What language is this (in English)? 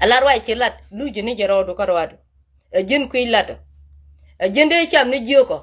Nuer